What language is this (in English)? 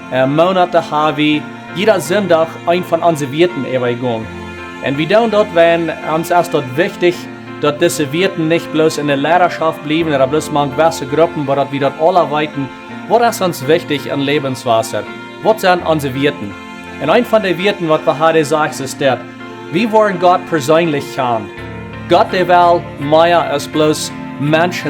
Plautdietsch